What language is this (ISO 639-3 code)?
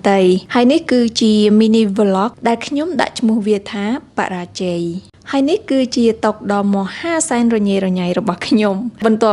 khm